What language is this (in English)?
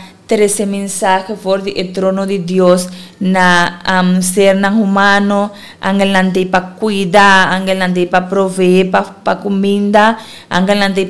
Papiamento